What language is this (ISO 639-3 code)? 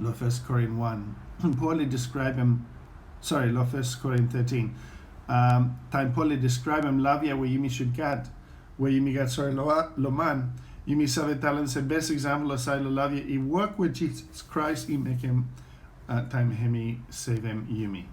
bis